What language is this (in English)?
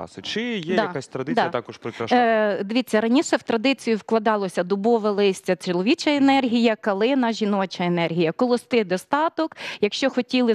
Ukrainian